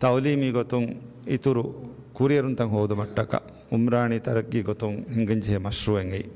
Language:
Divehi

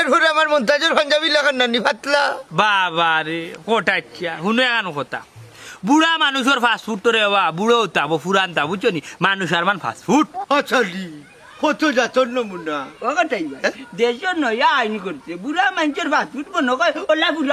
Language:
Sylheti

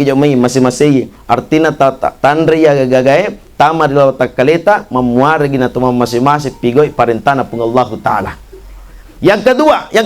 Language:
Buginese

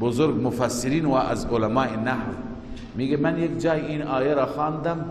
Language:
Persian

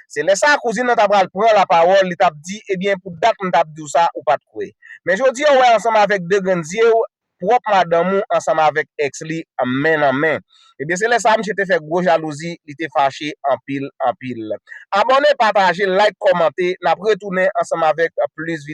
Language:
Haitian Creole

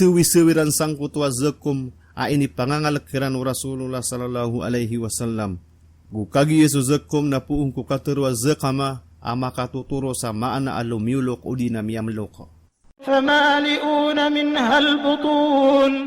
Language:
Maranao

